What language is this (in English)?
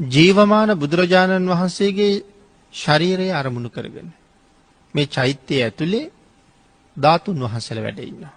Sinhala